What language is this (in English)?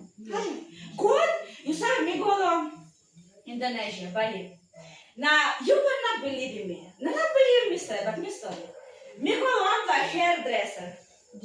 Tok Pisin